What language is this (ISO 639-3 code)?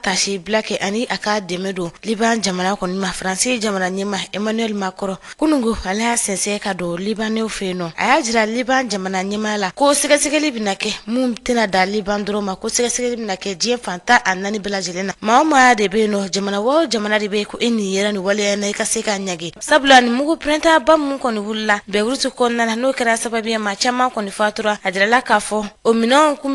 bam